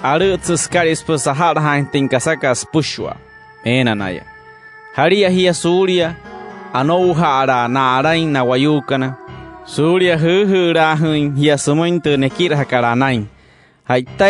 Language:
Wayuu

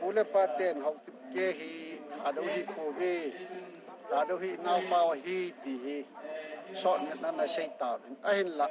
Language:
Thado Chin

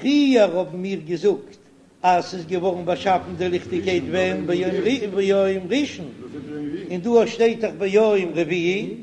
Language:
Yiddish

